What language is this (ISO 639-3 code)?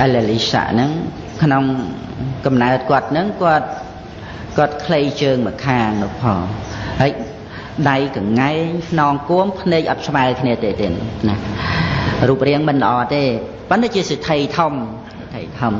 khm